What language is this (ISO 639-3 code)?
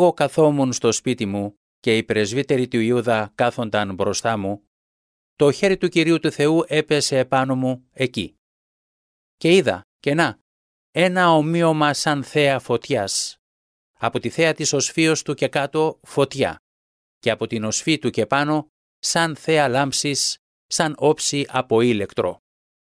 ell